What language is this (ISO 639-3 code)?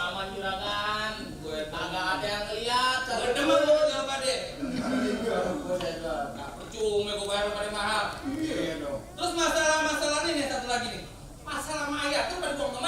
bew